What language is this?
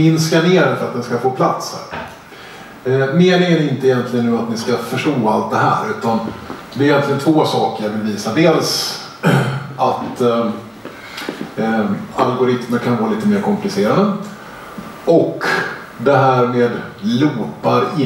Swedish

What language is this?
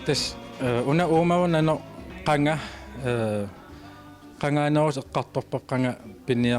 Kalaallisut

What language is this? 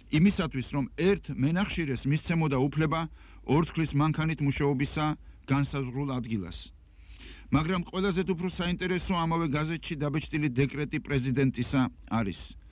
Georgian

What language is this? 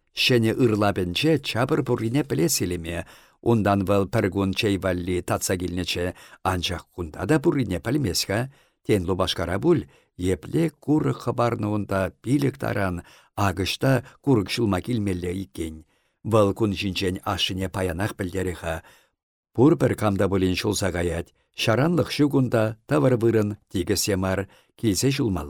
Chuvash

